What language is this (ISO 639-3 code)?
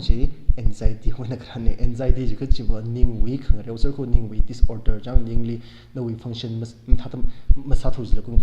nmf